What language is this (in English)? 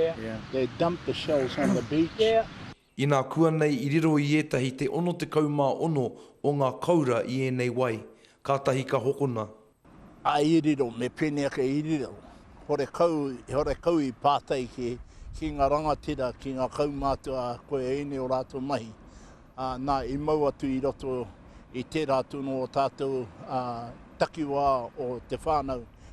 Māori